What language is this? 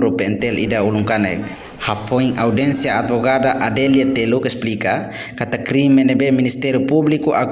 Tetum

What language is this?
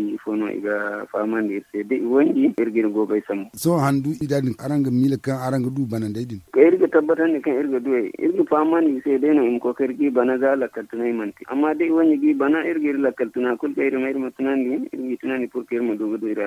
Zarma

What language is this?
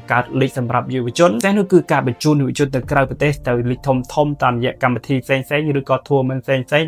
Khmer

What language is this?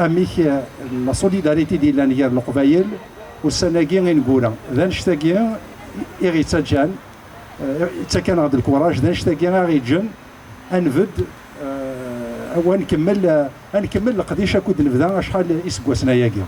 Kabyle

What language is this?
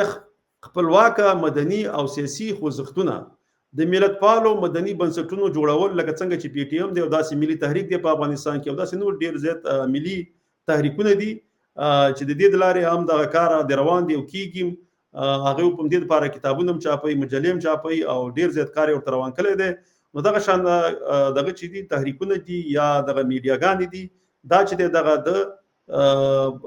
Pashto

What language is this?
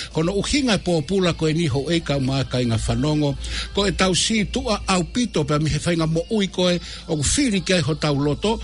Tongan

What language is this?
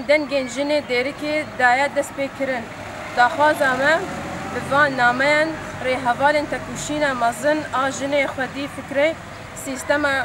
Kurdish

